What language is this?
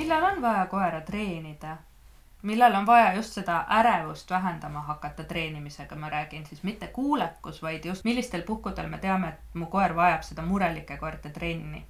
Estonian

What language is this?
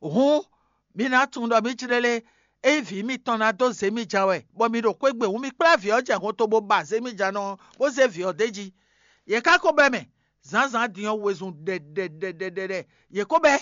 Fon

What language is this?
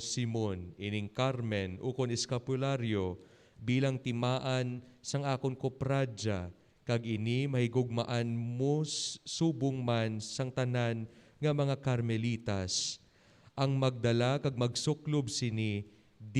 Hiligaynon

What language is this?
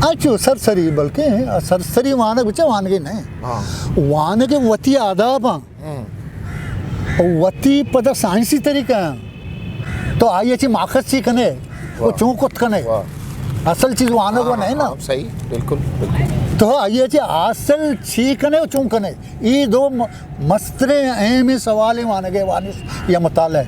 Eastern Balochi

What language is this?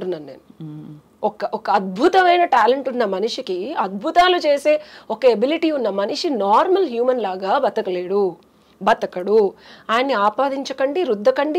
Telugu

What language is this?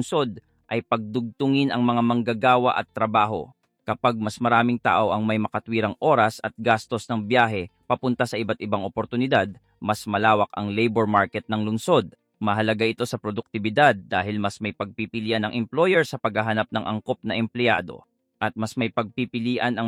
Filipino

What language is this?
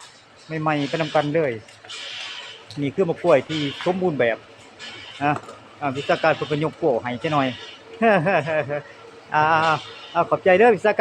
Lao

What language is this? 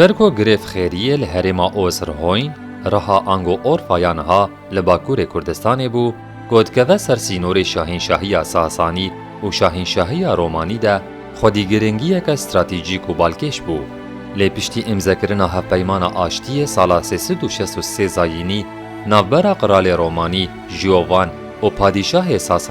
Kurdish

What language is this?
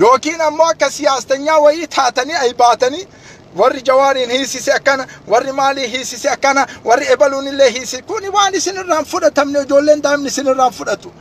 Oromo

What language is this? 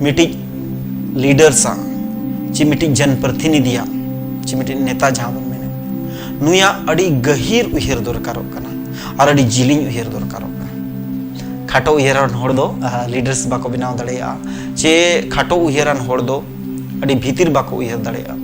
Santali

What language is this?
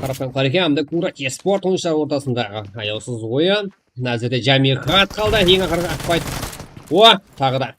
Kara-Kalpak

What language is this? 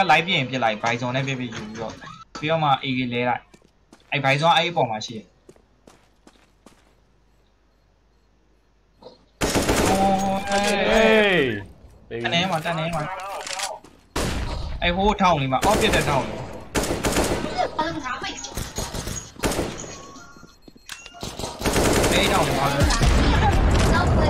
Burmese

